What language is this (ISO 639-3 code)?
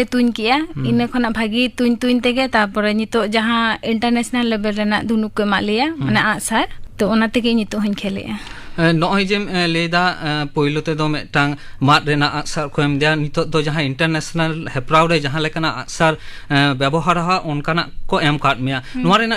sat